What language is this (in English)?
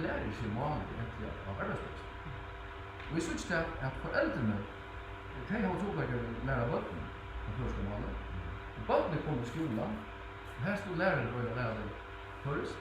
Faroese